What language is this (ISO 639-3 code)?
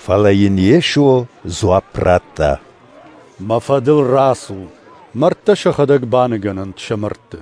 oss